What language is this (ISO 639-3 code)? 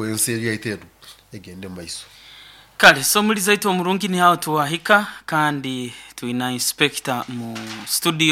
nyo